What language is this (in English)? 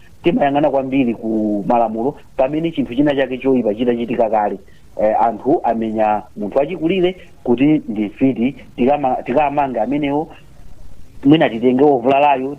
Nyanja